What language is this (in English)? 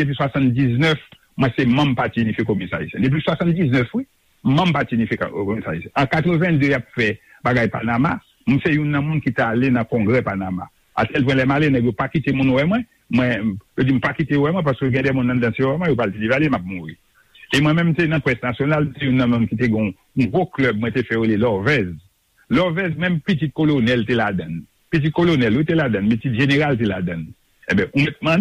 Haitian Creole